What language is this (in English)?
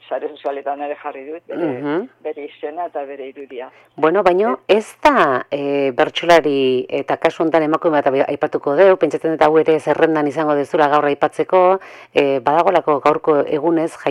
Basque